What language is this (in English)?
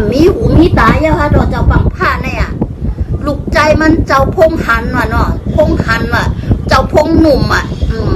Shan